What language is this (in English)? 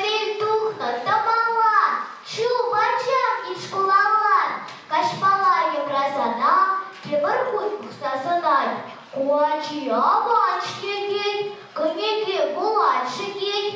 Chuvash